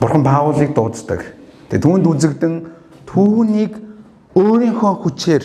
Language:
Mongolian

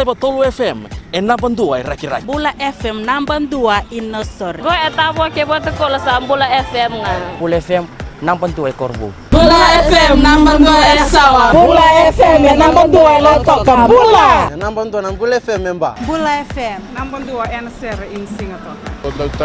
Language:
Fijian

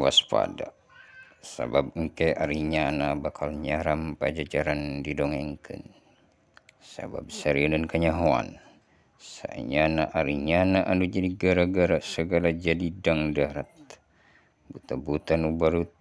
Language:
Sundanese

